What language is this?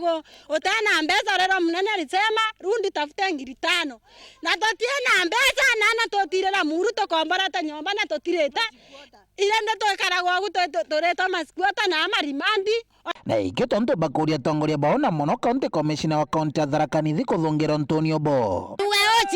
Meru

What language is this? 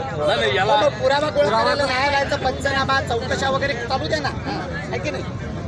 Marathi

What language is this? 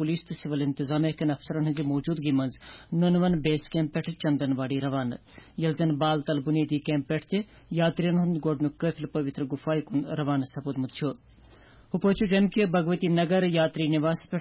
Kashmiri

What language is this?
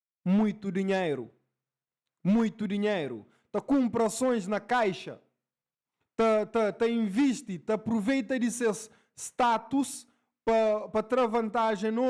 Kabuverdianu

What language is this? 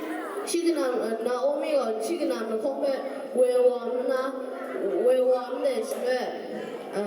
Kachin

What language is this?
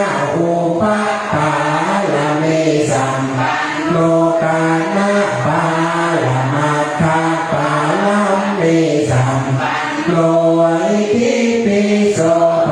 Pali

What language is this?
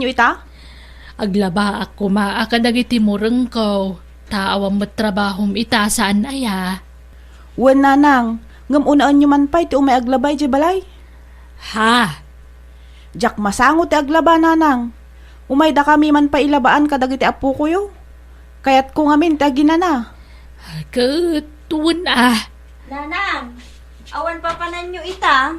Iloko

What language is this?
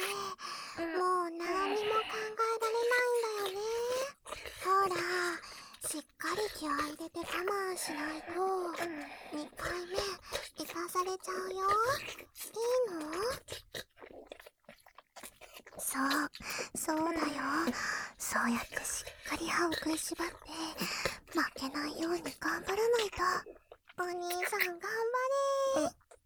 Japanese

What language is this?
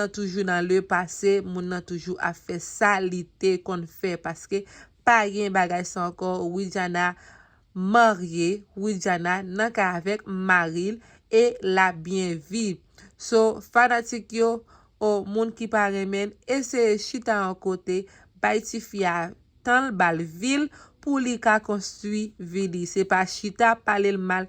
Haitian Creole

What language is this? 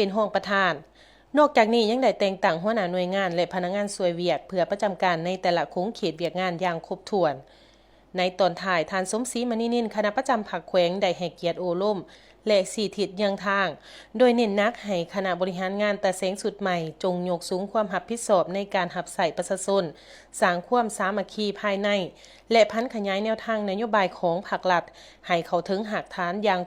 Lao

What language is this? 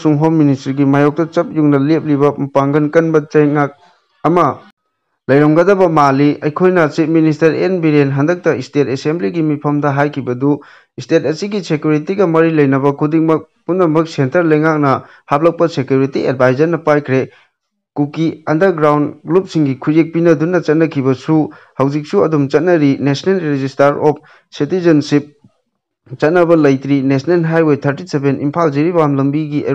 Manipuri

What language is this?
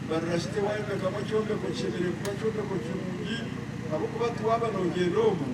Nyankole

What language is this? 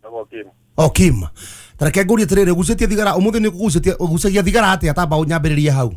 Kikuyu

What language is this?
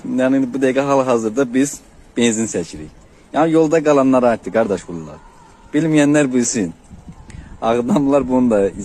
Azerbaijani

